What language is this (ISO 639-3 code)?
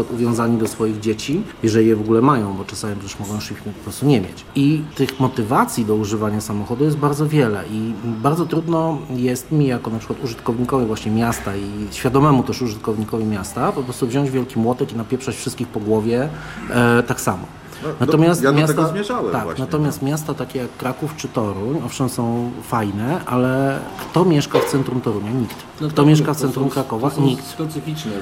pol